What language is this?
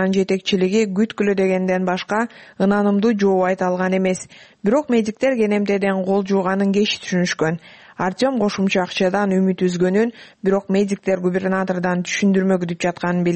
Kyrgyz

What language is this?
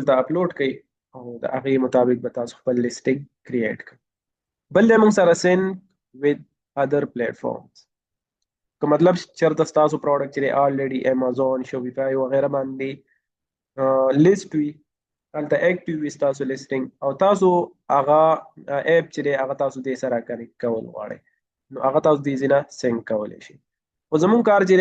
Pashto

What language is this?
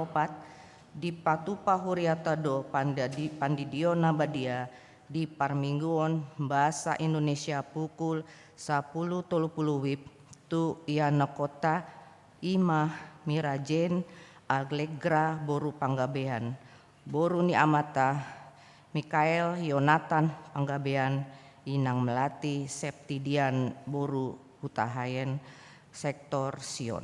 Batak Toba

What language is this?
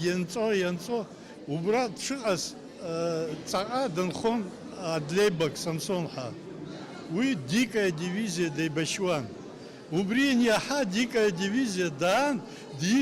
Abkhazian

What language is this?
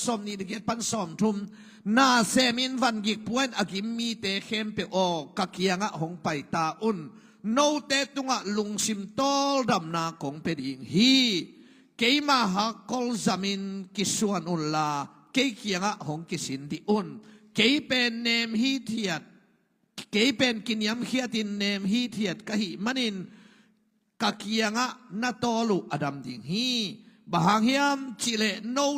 Tedim Chin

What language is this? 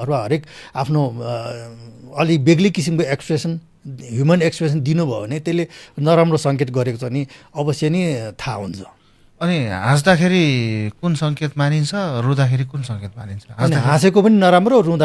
Nepali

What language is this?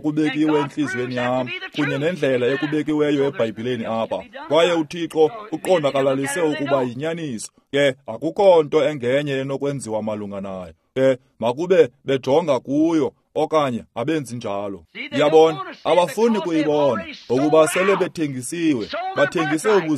Xhosa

